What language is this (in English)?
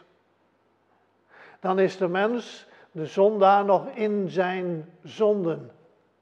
Dutch